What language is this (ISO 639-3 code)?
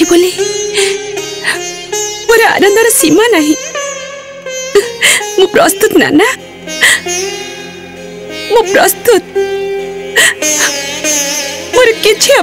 ori